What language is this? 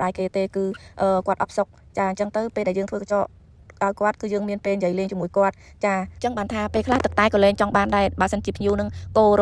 Khmer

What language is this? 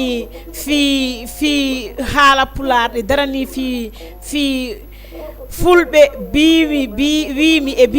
Fula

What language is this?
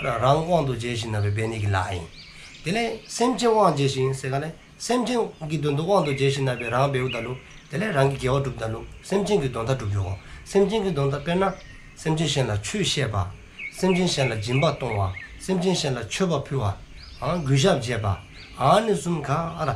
Dzongkha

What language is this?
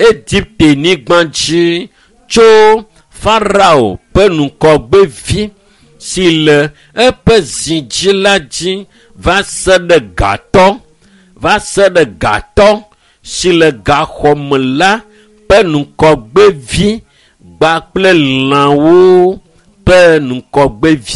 Ewe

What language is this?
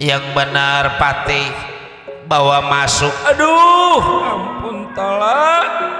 Betawi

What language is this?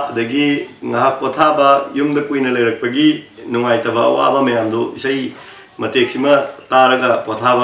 Manipuri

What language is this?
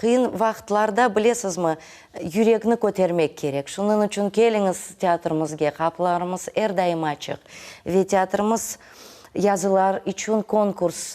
Crimean Tatar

